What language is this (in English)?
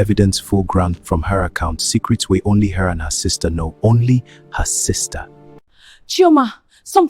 Nigerian Pidgin